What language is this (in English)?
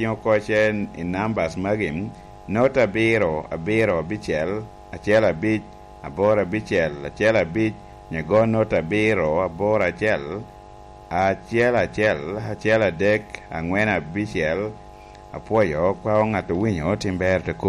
Lango (Uganda)